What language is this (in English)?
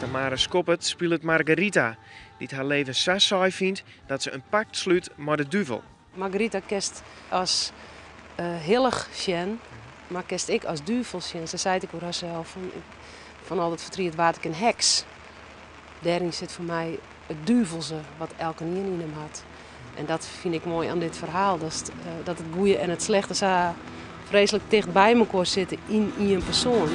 Western Frisian